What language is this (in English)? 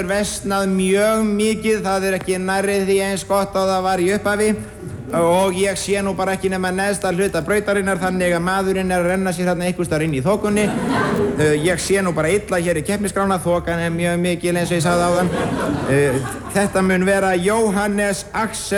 Icelandic